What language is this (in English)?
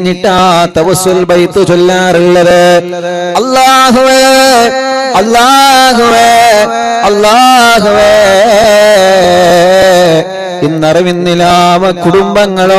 Malayalam